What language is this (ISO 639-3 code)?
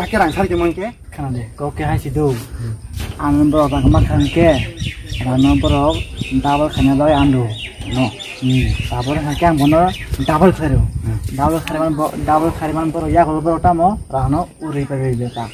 trp